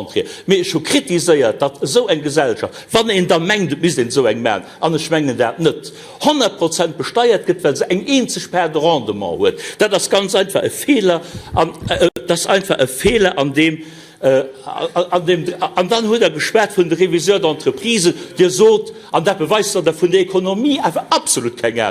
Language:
Luxembourgish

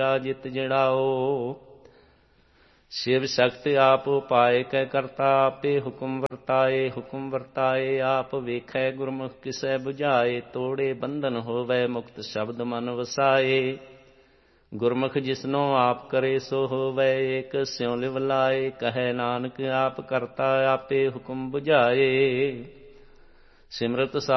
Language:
Punjabi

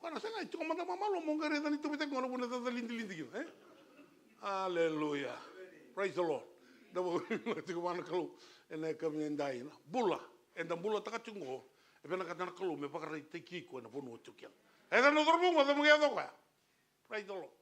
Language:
Fijian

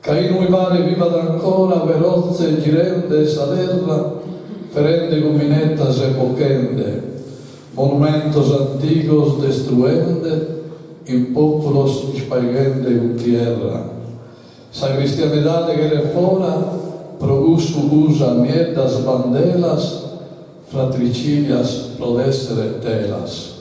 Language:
Sardinian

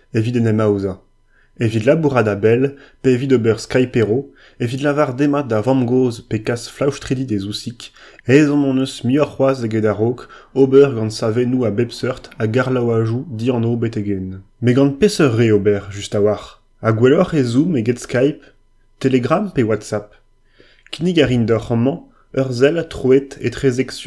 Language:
Breton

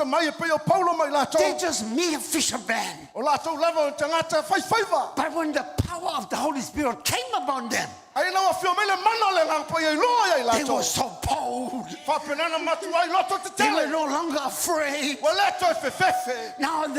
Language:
Samoan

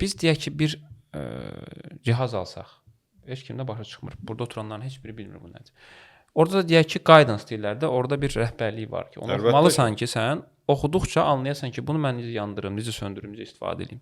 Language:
Azerbaijani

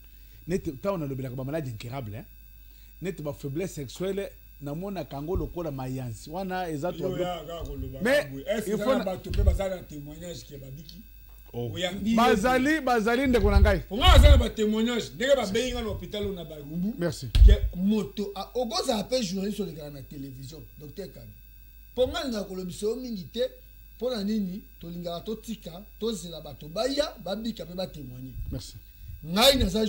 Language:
Lingala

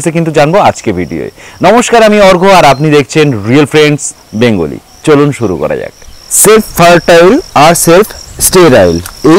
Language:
Bangla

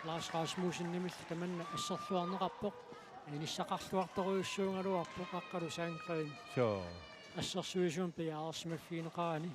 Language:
Kalaallisut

